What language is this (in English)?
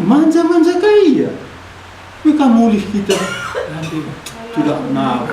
Batak Karo